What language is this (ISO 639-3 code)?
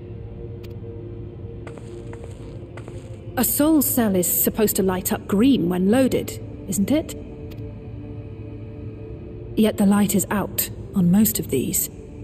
eng